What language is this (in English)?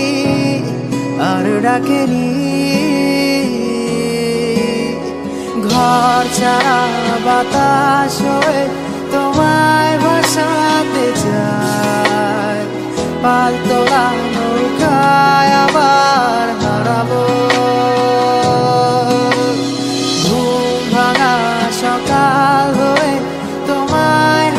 Bangla